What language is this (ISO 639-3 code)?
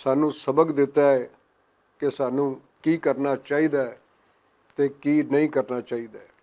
lah